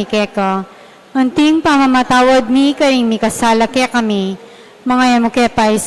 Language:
Pampanga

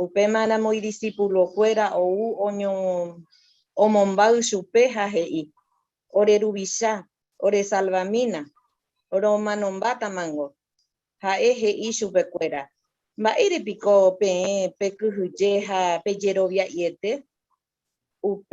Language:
Guarani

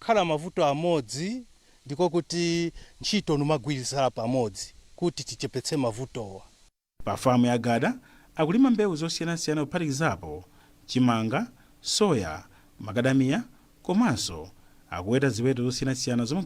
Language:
Nyanja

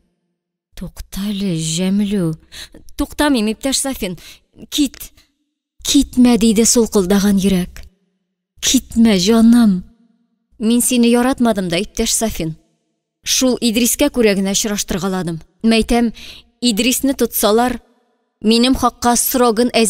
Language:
Tatar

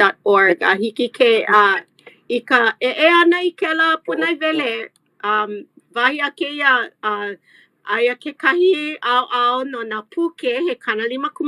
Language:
Hawaiian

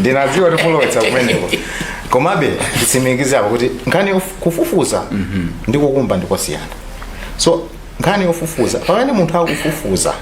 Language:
Nyanja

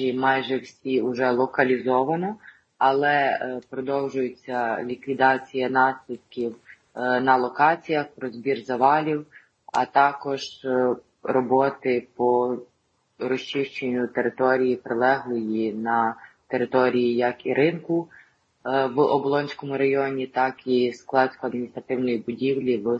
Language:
Ukrainian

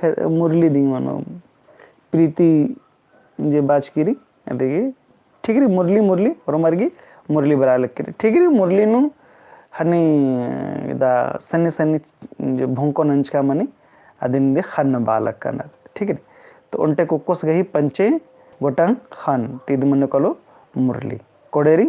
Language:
Kurukh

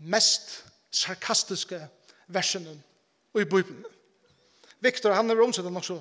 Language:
Faroese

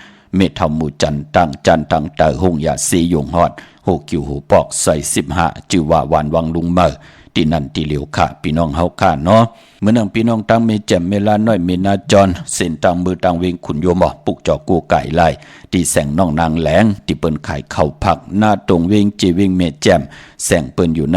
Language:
Shan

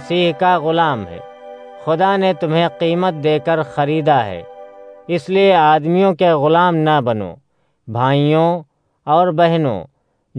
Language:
Urdu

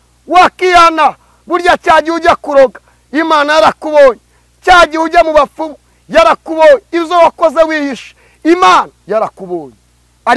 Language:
Kinyarwanda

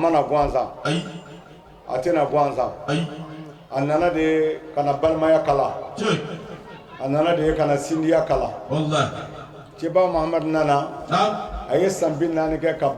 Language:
Bambara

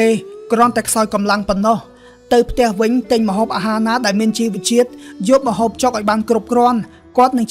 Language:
Khmer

